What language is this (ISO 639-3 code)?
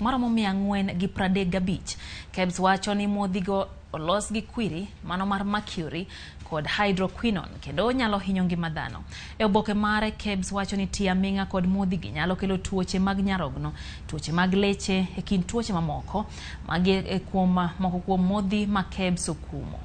luo